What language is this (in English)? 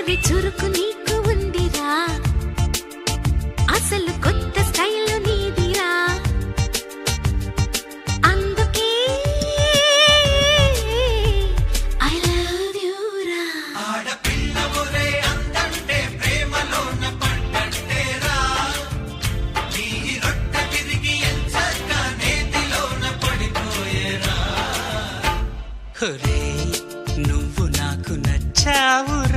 Telugu